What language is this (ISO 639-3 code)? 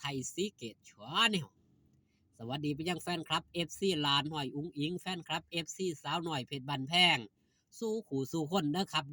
tts